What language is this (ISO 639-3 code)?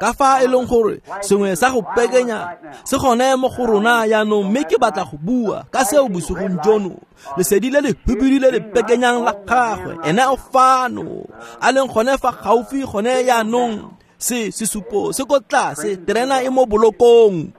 tsn